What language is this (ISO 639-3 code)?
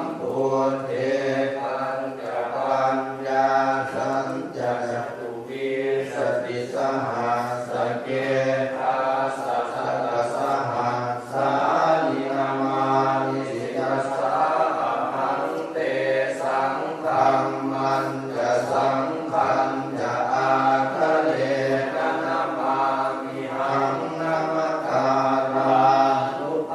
pli